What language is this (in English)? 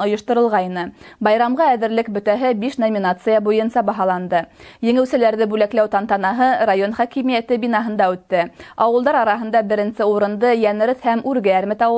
Bashkir